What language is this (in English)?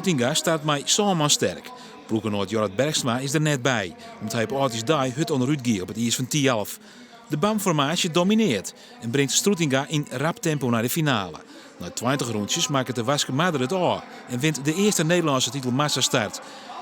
Western Frisian